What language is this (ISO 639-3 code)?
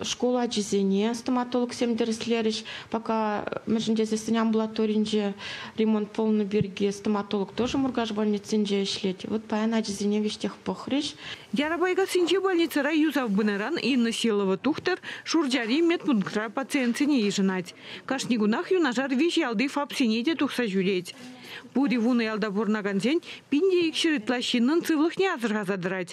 chv